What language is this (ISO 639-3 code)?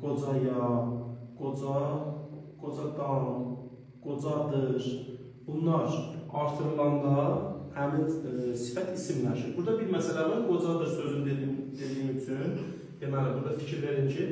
aze